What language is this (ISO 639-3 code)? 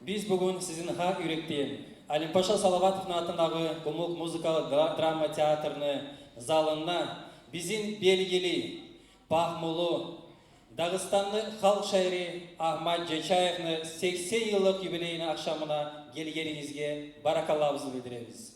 kum